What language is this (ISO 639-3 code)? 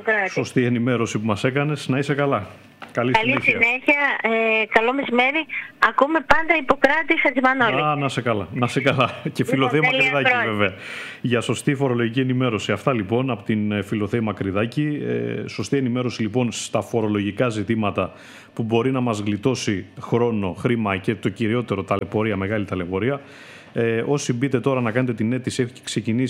ell